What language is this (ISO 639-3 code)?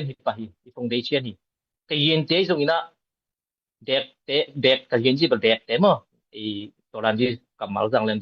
ctd